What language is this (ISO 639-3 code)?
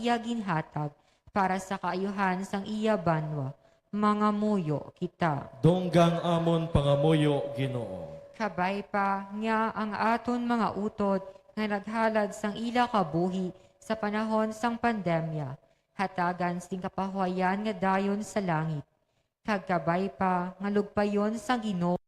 hil